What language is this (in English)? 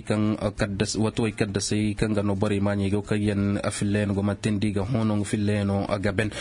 Zarma